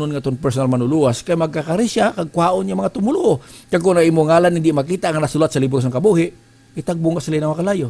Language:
Hiligaynon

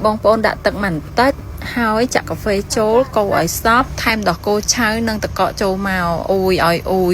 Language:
Khmer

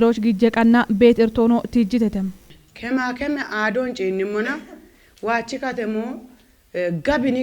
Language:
Kafa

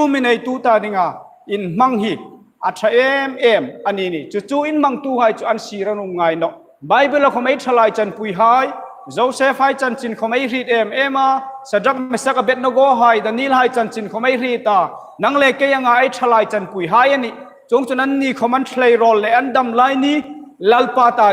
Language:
Hmar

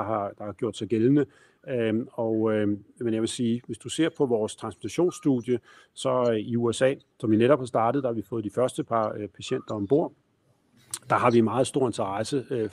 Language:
Danish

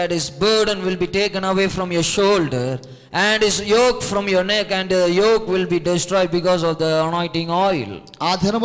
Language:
Telugu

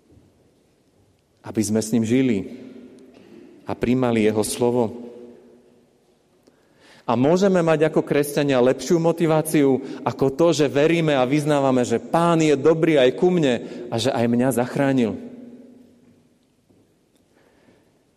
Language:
Slovak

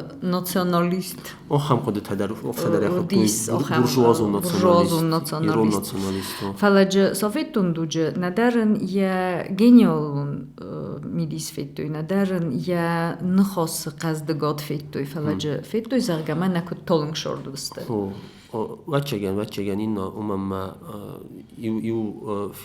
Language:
Ossetic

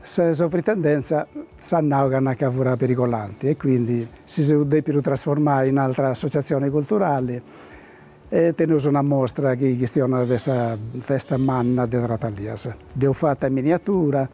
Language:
Sardinian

